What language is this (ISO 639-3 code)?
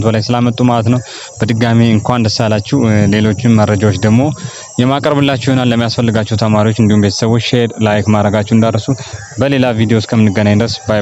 amh